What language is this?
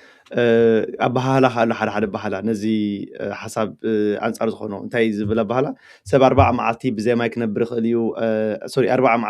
Tigrinya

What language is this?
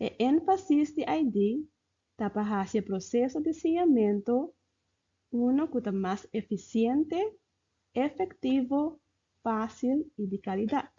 Papiamento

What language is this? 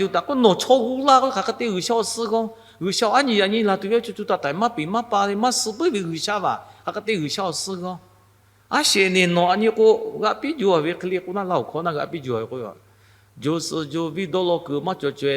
Lahu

